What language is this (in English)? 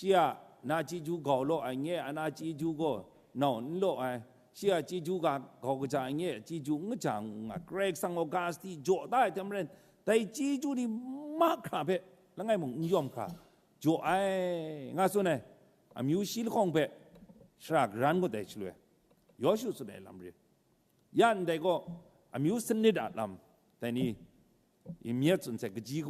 Kachin